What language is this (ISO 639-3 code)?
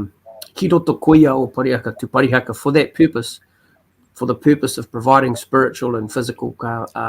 mri